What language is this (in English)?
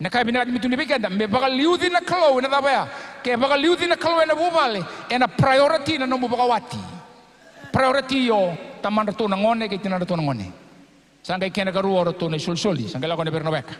Fijian